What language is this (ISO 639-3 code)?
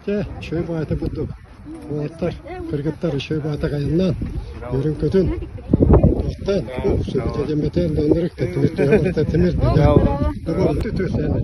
sah